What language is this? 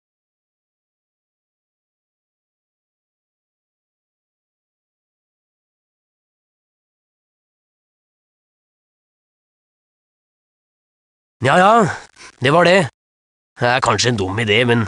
Norwegian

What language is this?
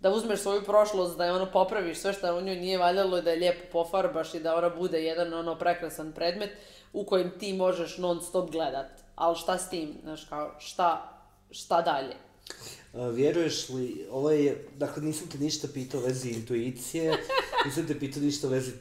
Croatian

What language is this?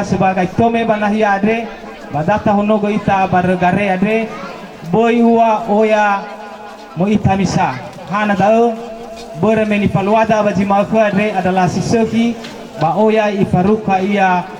Nias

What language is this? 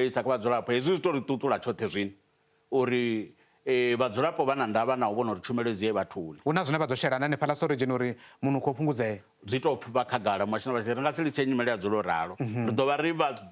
Venda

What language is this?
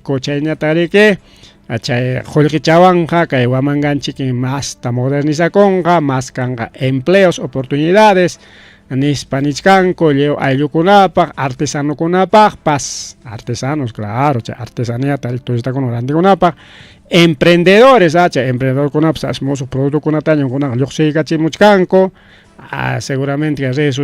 Ayacucho Quechua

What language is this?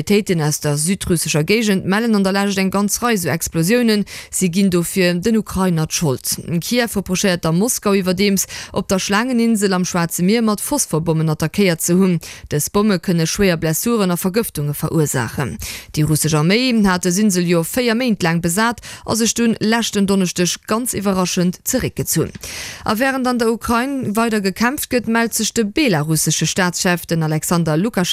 Luxembourgish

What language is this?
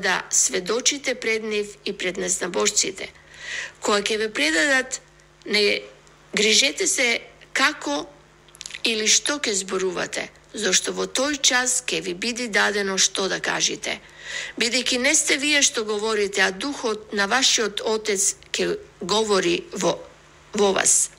Macedonian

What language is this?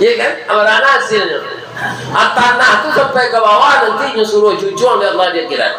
Minangkabau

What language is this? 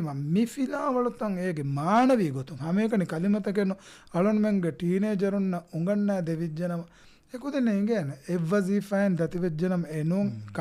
Divehi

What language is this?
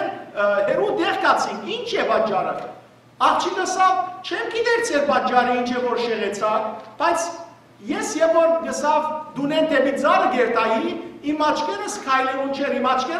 Western Armenian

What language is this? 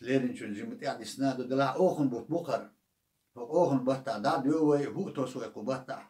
Chechen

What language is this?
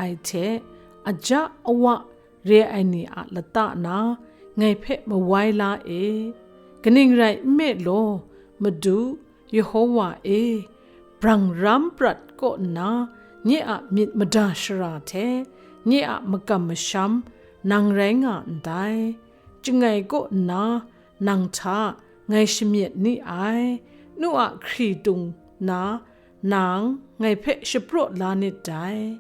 Kachin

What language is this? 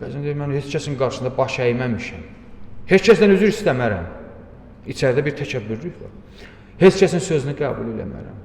Azerbaijani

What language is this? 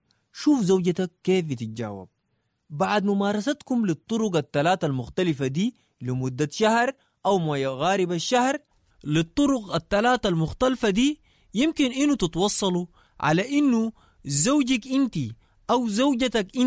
Sudanese Arabic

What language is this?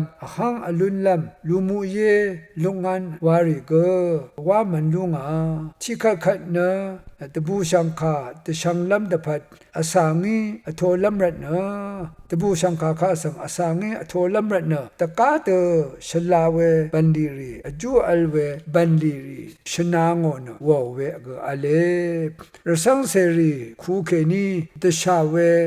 Rawang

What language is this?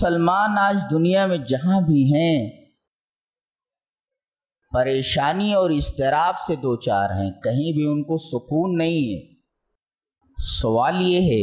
Urdu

